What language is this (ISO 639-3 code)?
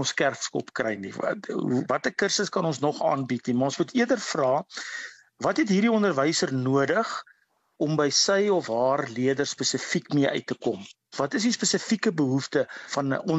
afr